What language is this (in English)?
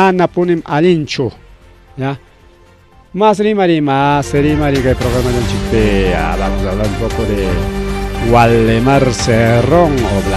Ayacucho Quechua